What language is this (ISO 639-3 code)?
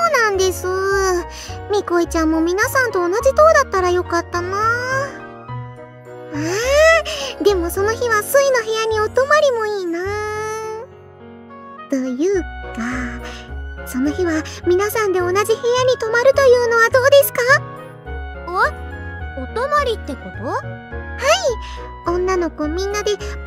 jpn